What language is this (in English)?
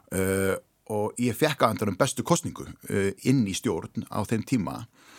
Icelandic